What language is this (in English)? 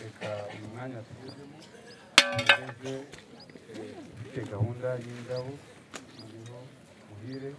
Kinyarwanda